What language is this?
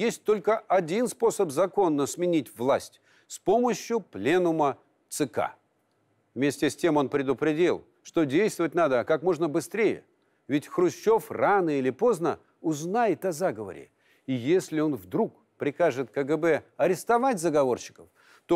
Russian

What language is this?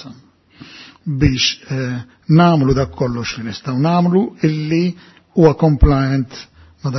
Maltese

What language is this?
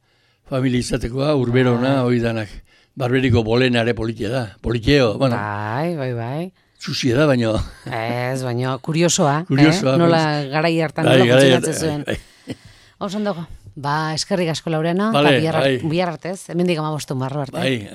Basque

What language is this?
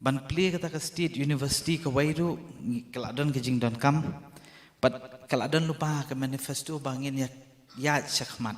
Khasi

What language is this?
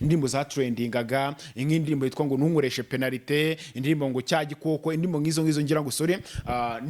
Kinyarwanda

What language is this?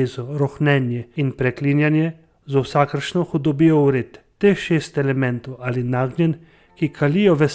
Slovenian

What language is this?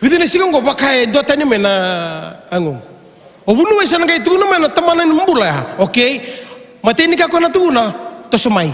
Fijian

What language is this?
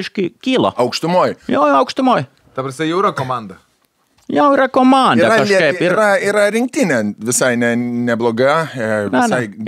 Lithuanian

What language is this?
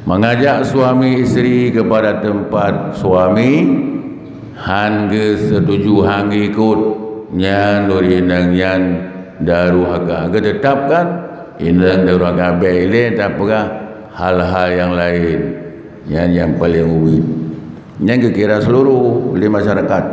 Achinese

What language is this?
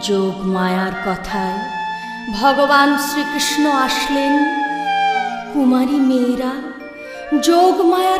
Bangla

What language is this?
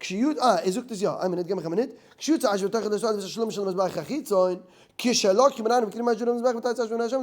Yiddish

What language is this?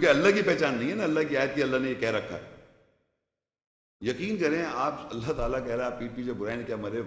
Urdu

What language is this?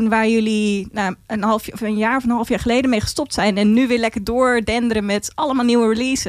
Dutch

